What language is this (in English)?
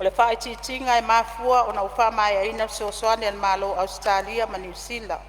Samoan